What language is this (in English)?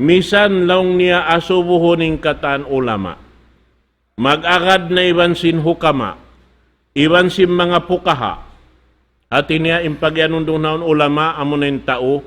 Tausug